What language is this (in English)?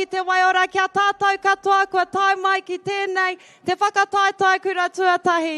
Māori